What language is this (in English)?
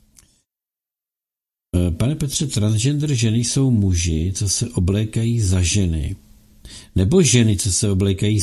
Czech